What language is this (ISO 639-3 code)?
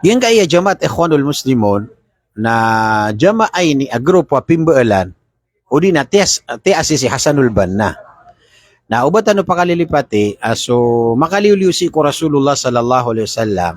mrw